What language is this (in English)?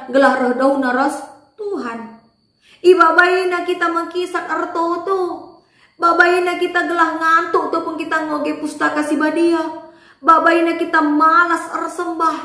Batak Karo